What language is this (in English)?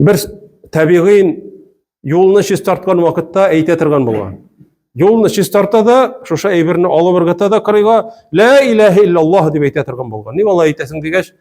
Tatar